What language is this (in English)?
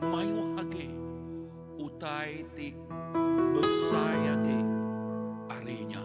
Iban